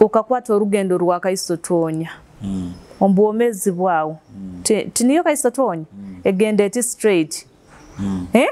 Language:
Nyoro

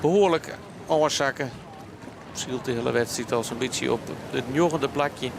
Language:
Western Frisian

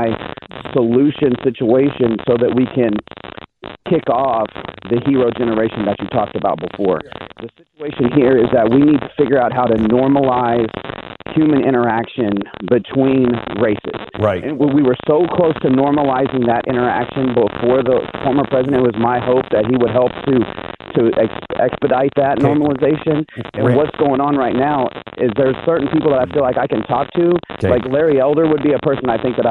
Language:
English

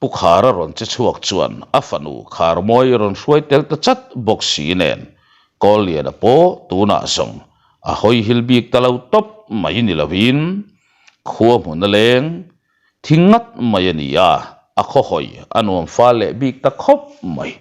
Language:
Mizo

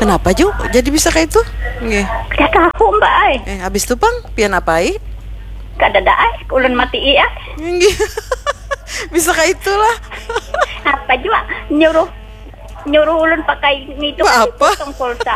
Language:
Banjar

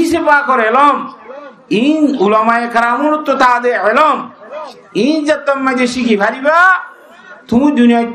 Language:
Rohingya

